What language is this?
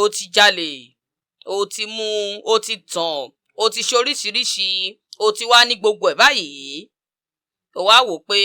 Yoruba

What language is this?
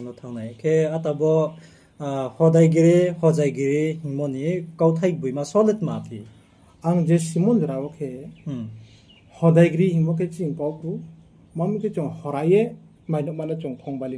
Riang (India)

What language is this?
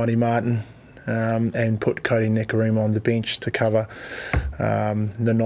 Māori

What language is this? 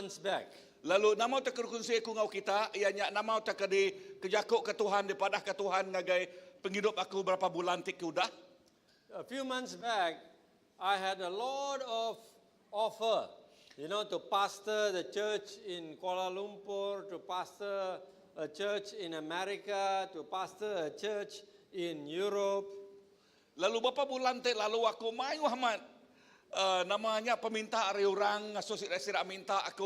Iban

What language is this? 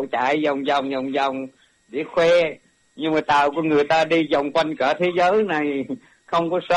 Vietnamese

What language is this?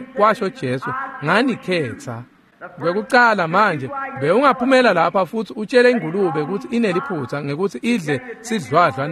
Swati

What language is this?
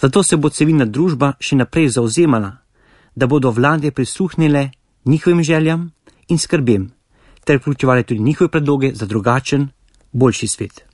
Slovenian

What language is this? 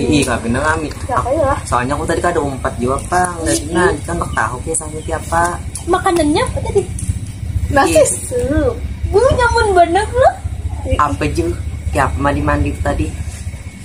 Banjar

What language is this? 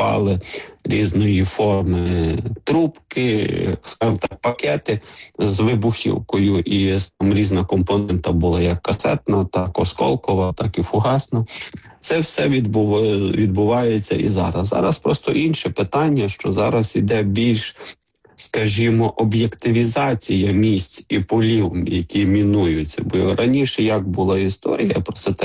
Ukrainian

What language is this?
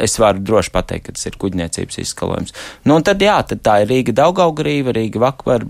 Latvian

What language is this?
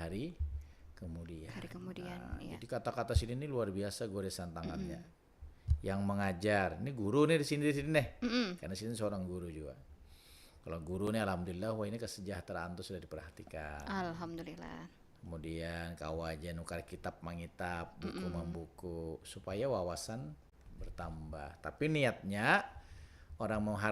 Banjar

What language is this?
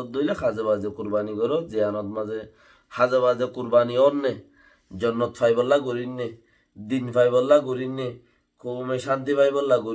Rohingya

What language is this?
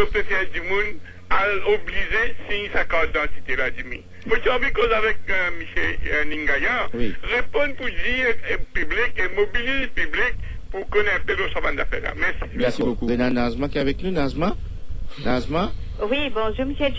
Morisyen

